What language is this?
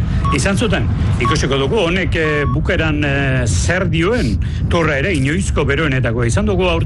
Basque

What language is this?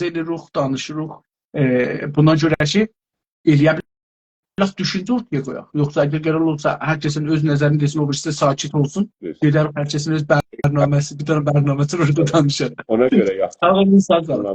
South Azerbaijani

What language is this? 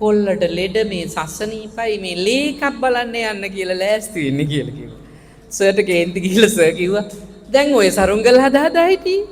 Sinhala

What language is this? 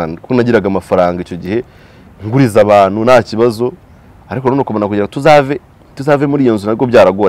Kinyarwanda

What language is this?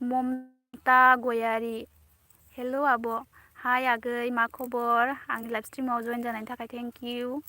Bodo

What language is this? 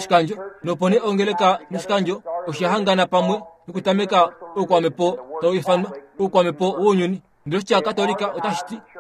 Kuanyama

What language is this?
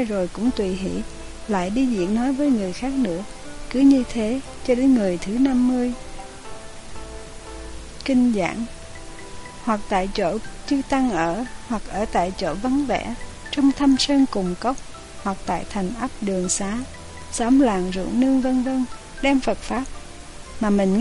Vietnamese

